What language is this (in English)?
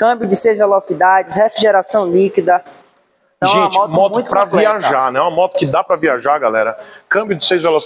Portuguese